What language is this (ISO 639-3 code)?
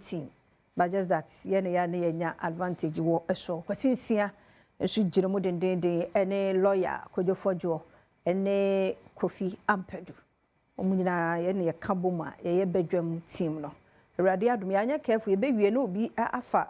aka